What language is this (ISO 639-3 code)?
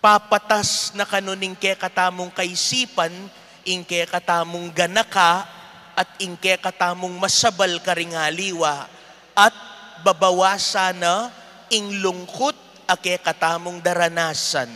pam